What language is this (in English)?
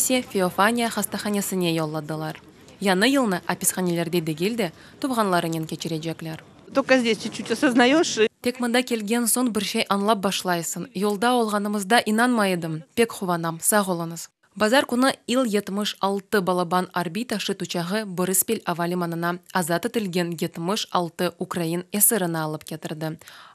Crimean Tatar